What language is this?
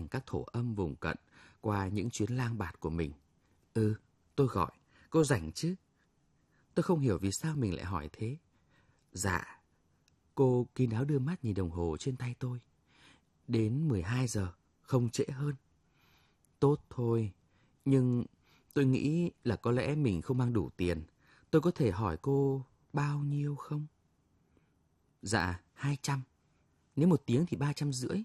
Vietnamese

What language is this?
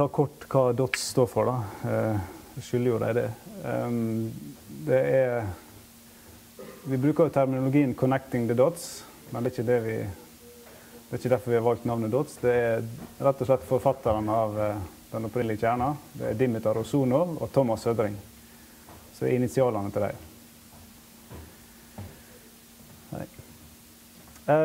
Norwegian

